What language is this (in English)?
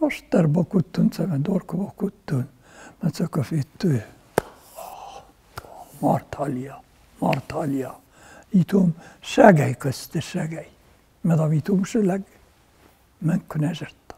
Ossetic